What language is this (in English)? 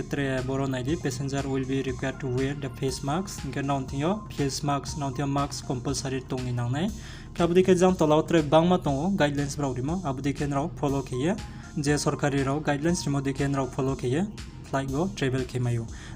Riang (India)